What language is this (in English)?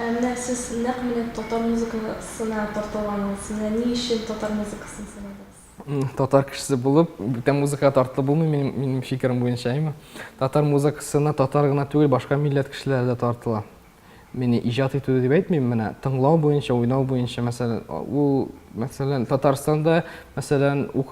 Tatar